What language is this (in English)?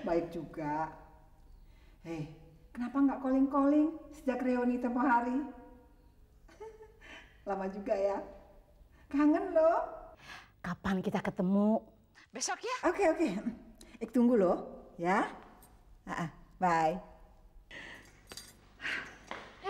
Indonesian